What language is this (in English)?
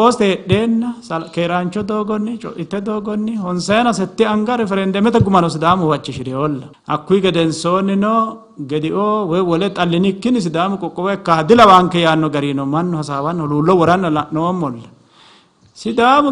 Sidamo